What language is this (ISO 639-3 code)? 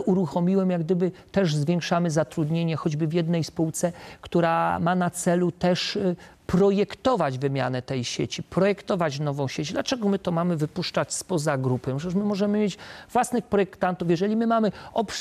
pol